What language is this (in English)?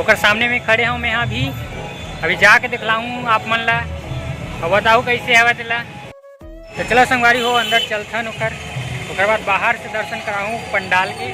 Chhattisgarhi